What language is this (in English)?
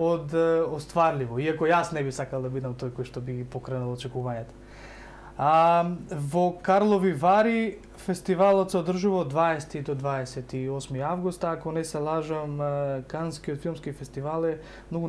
Macedonian